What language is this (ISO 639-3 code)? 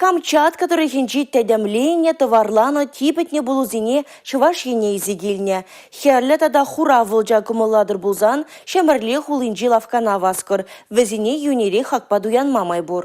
chv